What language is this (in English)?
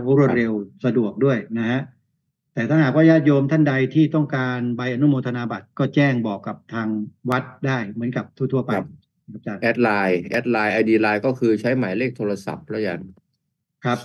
Thai